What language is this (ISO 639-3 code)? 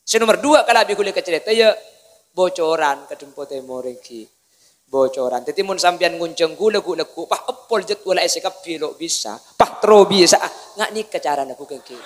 mad